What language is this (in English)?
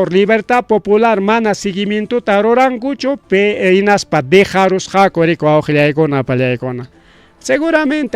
Ayacucho Quechua